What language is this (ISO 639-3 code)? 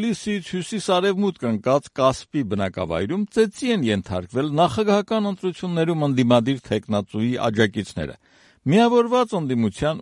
hye